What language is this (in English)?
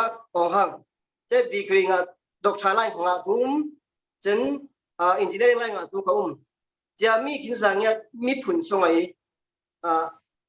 Falam Chin